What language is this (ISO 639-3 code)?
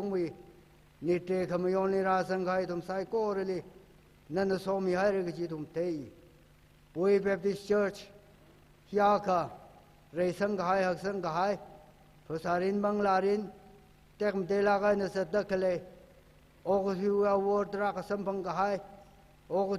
nmf